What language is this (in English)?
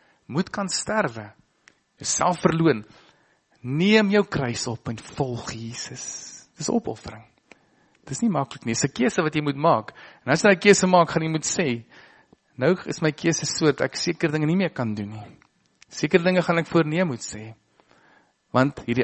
Afrikaans